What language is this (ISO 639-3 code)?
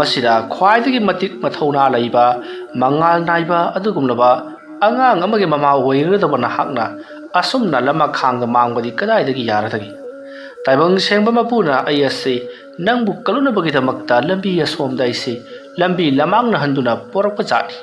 mni